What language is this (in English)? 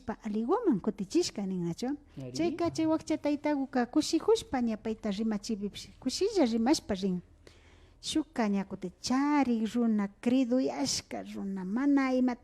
Imbabura Highland Quichua